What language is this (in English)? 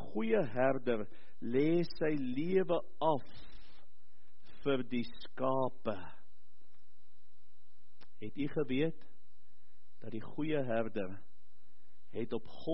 Afrikaans